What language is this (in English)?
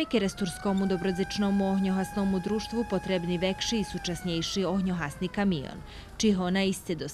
Rusyn